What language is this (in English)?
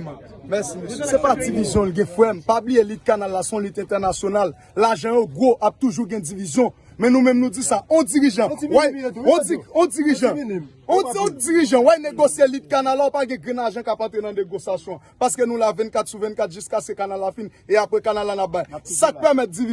Haitian Creole